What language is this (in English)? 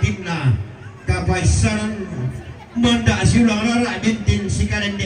Toraja-Sa'dan